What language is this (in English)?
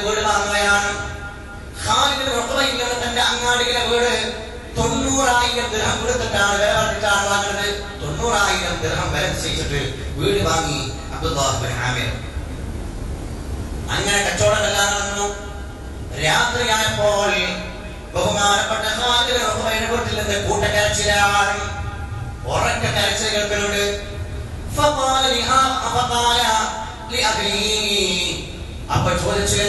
Malayalam